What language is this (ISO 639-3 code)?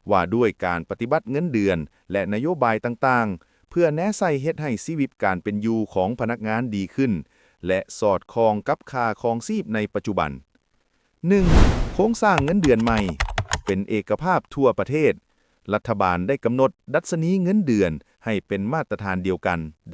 lao